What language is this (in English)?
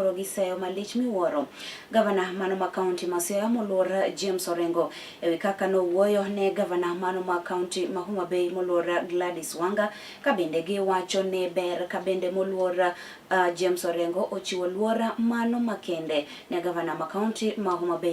Luo (Kenya and Tanzania)